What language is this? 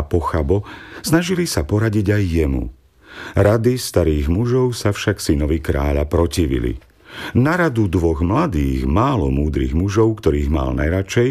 Slovak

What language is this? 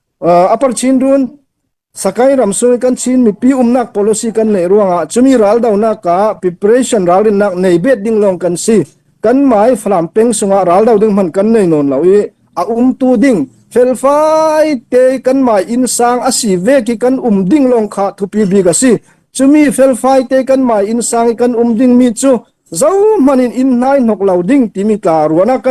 Falam Chin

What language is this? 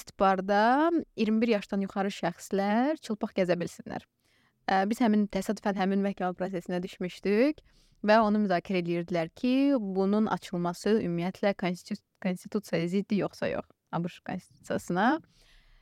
Azerbaijani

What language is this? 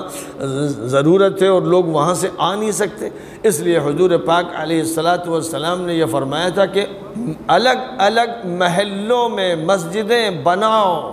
Urdu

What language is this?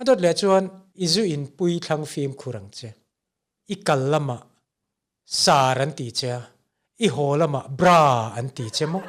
Mizo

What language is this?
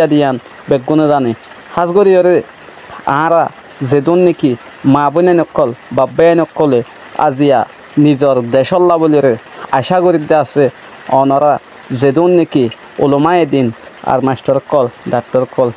Rohingya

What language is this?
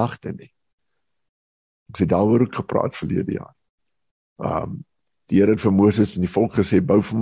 Afrikaans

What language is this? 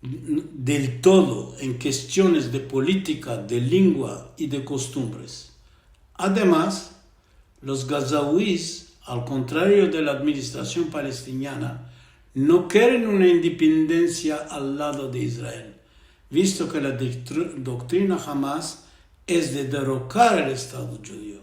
Ladino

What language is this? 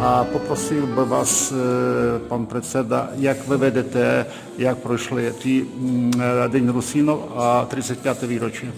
Rusyn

